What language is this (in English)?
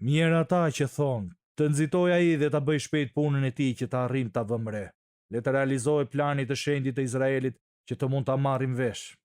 Albanian